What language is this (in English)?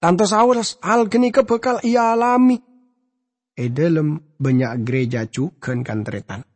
Madurese